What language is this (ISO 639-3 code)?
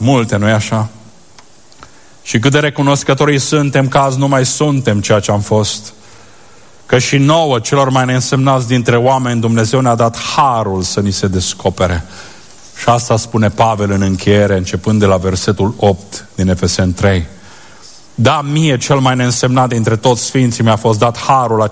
ron